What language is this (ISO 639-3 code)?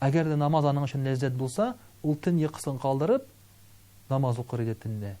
tat